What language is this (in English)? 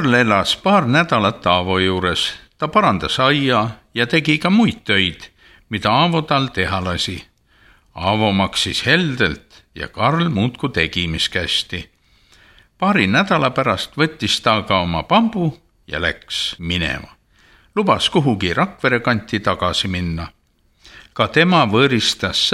Estonian